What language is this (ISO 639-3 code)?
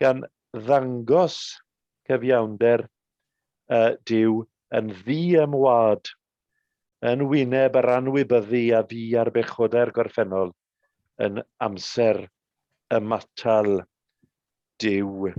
cym